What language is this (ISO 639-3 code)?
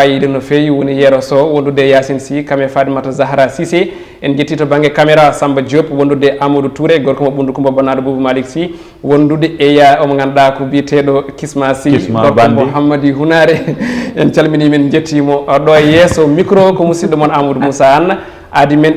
ful